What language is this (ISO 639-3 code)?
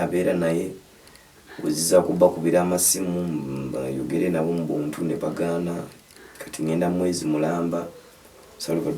lug